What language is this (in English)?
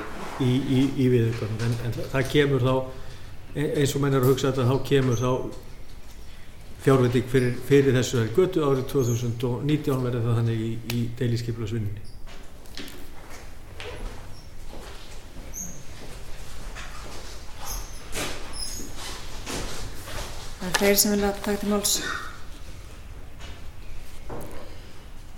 Icelandic